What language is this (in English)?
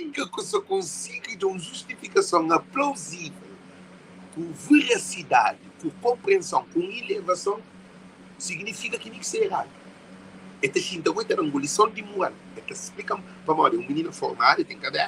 Kabuverdianu